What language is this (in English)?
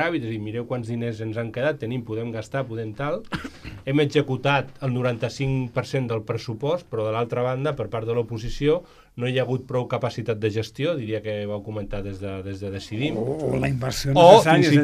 Catalan